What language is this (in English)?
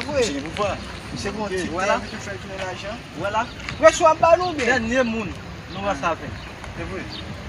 Haitian Creole